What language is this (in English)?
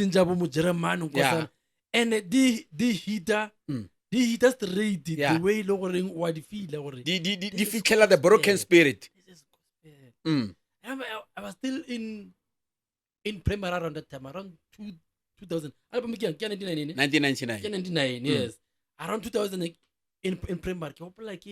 Northern Sotho